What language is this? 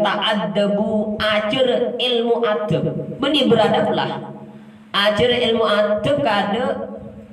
Madurese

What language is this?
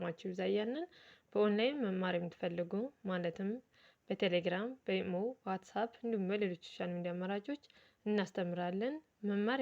Amharic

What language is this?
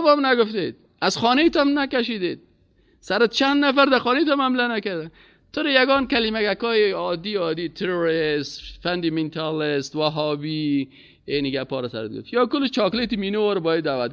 Persian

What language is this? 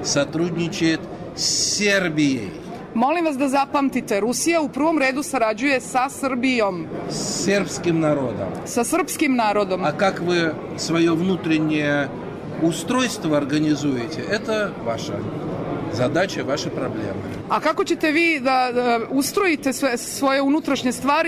Serbian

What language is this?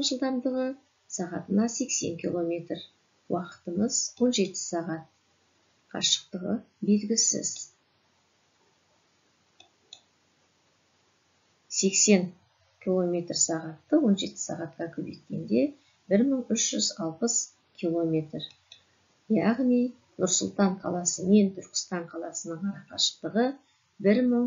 Kazakh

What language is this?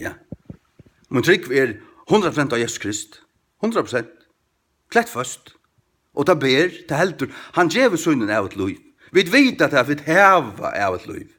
Faroese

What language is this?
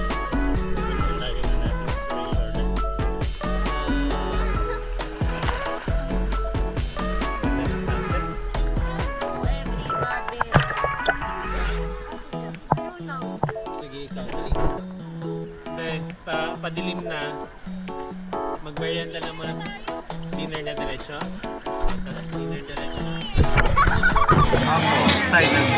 Filipino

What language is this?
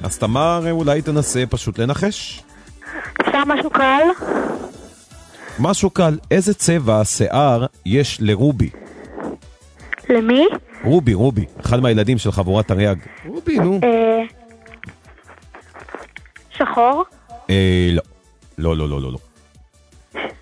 Hebrew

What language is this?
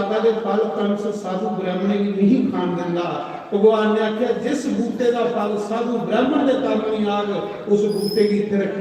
Dogri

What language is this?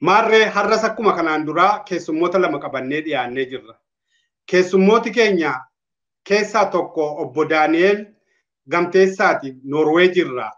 Oromo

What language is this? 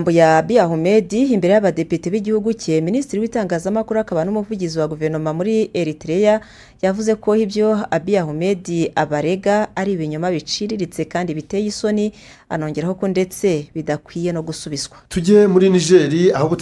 Kinyarwanda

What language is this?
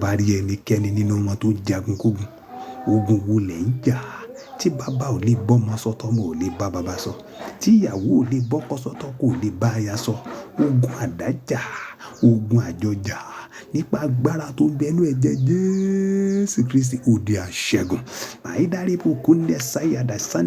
Yoruba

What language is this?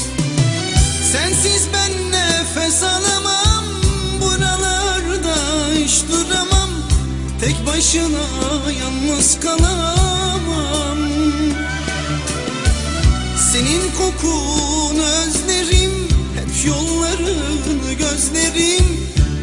Turkish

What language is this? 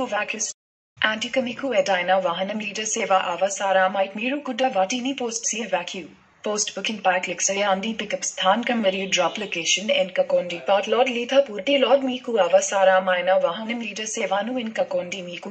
Telugu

